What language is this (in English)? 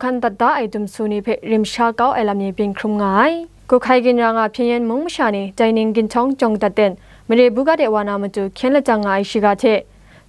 Kachin